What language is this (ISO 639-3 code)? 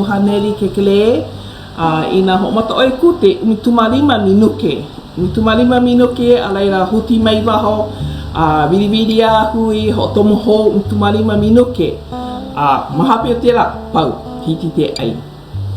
haw